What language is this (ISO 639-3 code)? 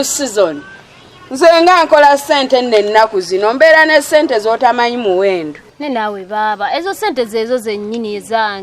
lug